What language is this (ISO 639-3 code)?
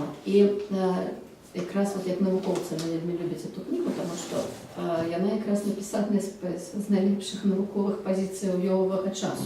bel